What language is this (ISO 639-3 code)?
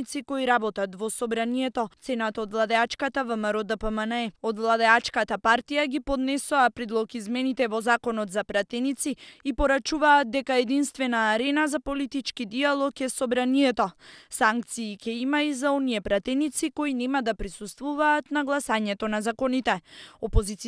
mkd